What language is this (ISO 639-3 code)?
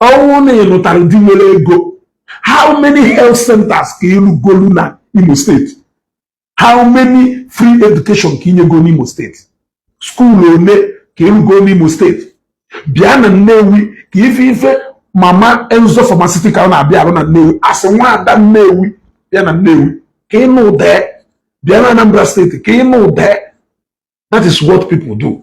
ibo